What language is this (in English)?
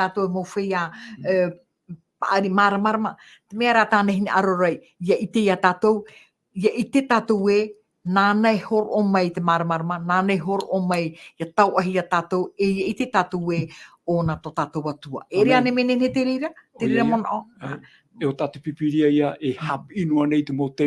Tahitian